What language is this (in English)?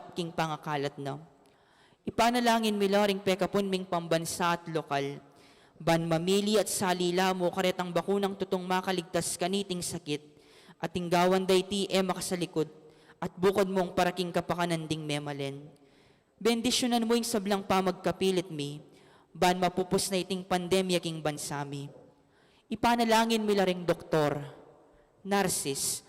Pampanga